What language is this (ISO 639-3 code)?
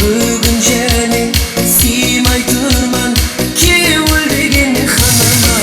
kaa